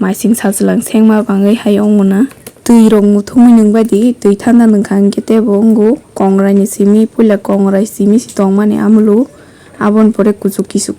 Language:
Kok Borok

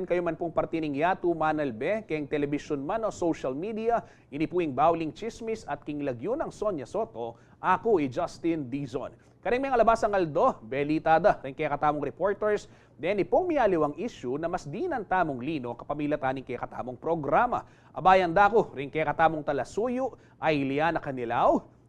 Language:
Pampanga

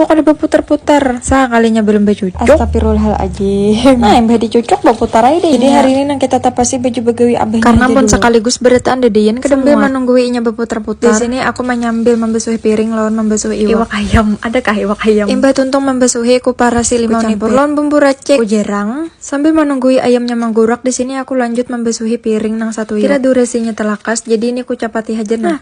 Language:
Banjar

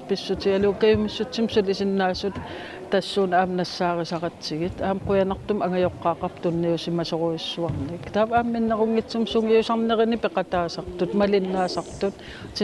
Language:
Kalaallisut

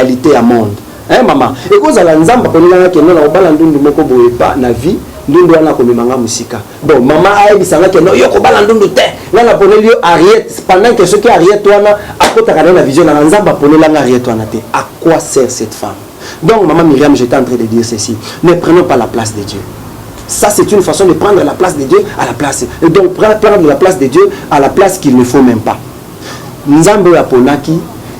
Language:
Lingala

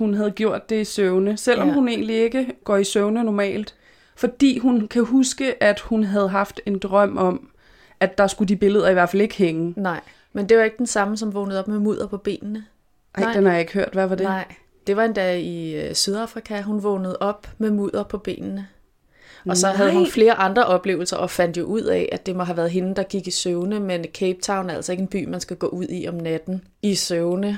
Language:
Danish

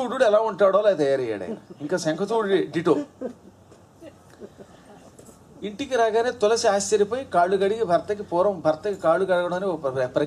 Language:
Telugu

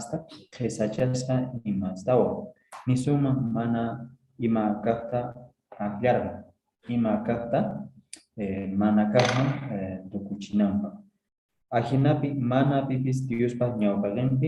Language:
Quechua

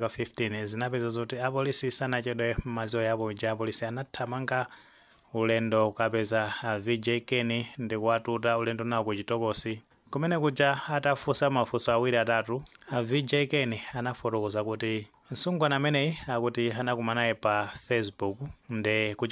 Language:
Nyanja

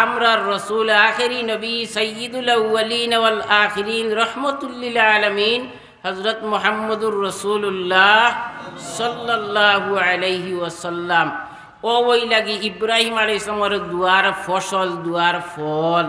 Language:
Sylheti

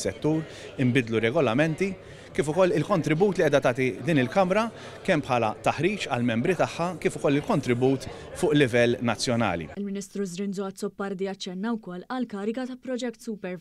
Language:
Maltese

